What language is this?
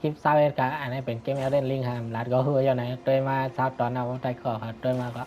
Shan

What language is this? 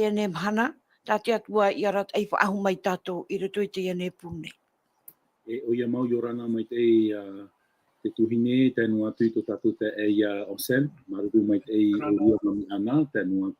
Tahitian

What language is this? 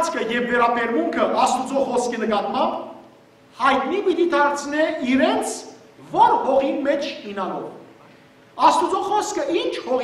Western Armenian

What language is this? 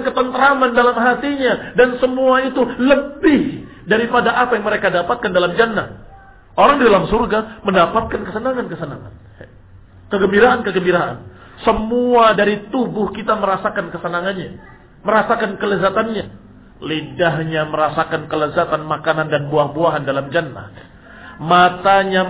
Indonesian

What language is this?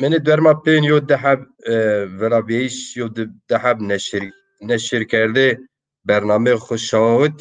Zaza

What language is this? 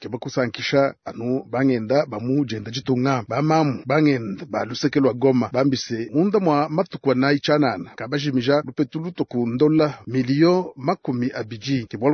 Luba-Lulua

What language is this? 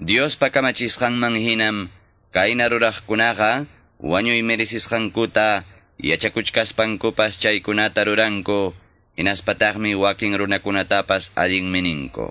Quechua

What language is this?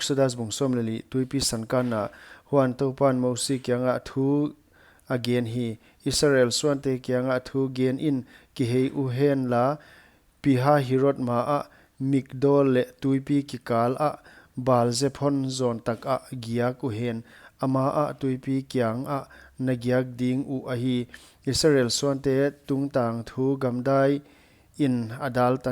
Paite Chin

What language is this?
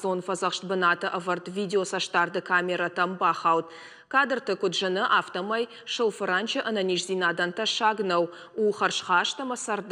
Ossetic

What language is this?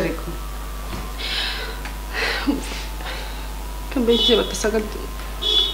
Kinyarwanda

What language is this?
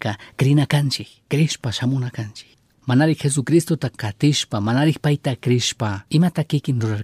Chimborazo Highland Quichua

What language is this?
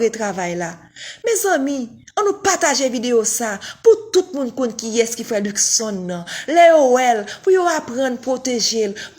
Haitian Creole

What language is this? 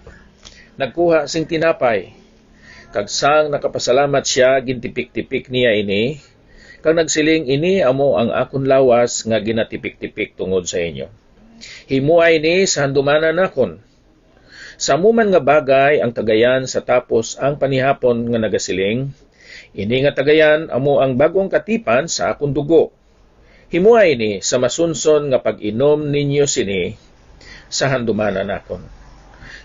Hiligaynon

